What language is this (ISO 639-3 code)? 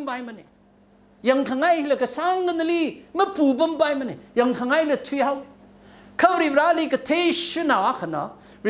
nmf